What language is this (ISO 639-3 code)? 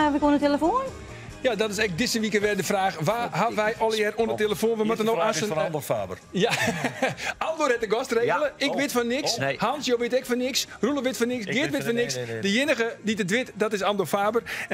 fry